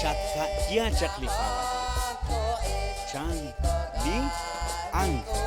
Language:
Kekchí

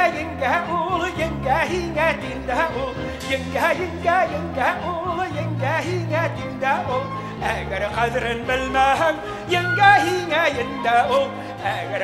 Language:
Bashkir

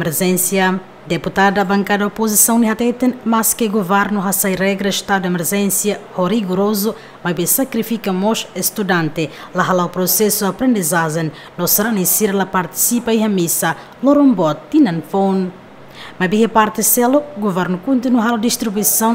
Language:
Tetum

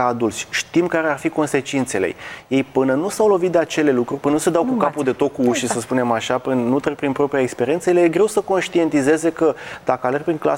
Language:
Romanian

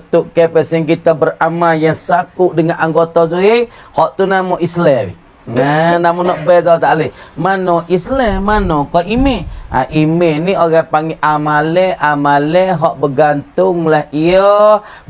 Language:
Pattani Malay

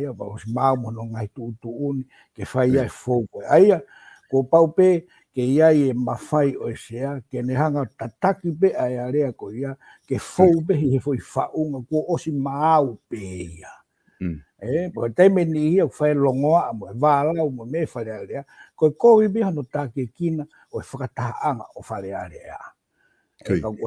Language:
Tongan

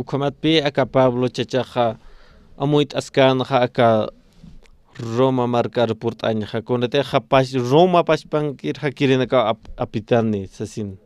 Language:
Aymara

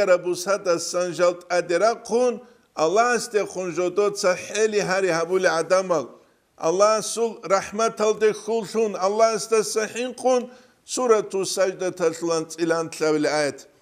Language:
Avaric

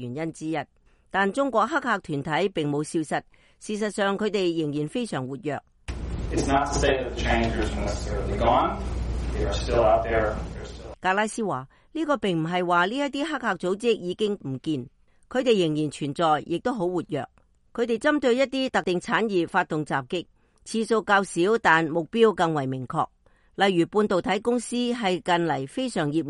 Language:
Cantonese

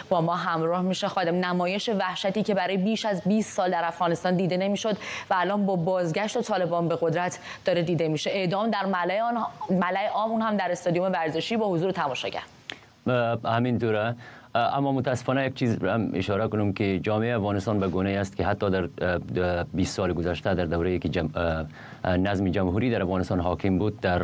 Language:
Persian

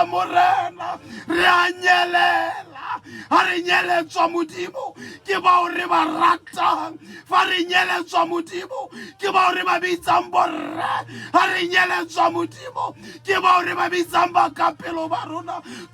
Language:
Tswana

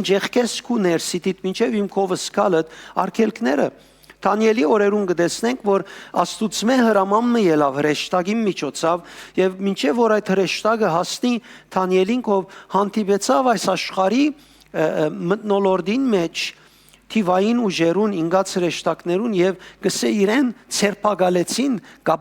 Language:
Western Armenian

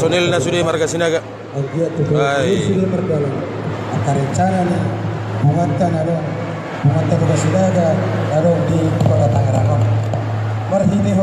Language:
Batak Toba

